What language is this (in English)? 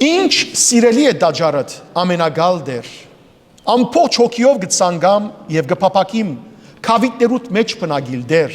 Western Armenian